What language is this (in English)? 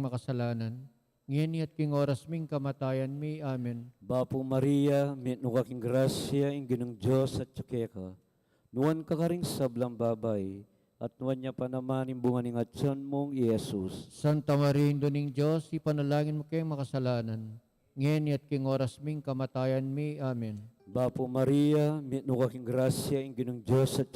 Pampanga